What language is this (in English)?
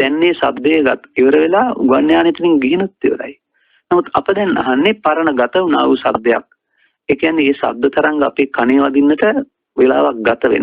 Sinhala